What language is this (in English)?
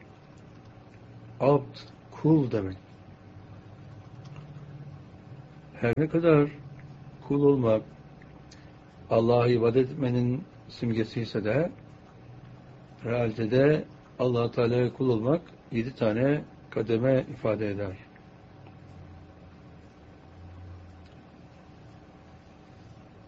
Turkish